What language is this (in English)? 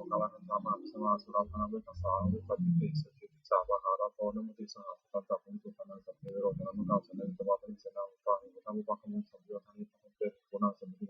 Pali